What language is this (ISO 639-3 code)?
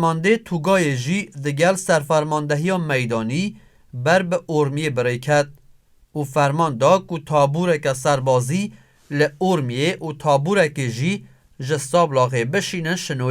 kur